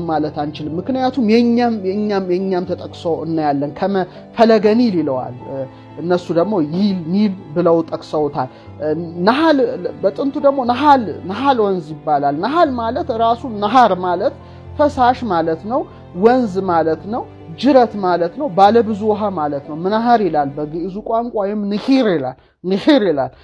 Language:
Amharic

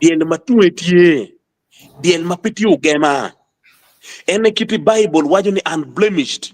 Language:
Acoli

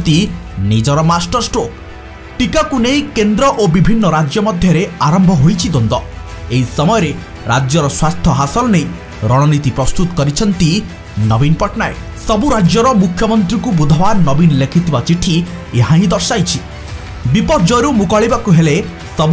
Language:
Odia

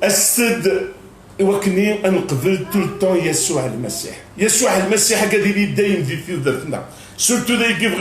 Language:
Kabyle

